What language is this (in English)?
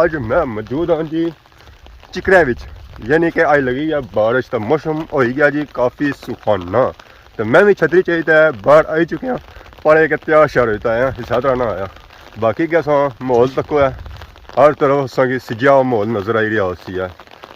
Pahari-Potwari